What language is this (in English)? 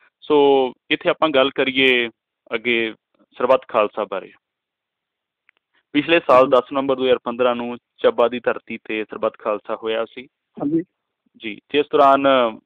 Punjabi